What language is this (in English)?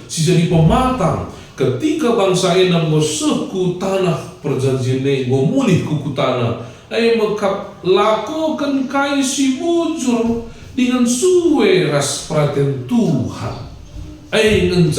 Batak Karo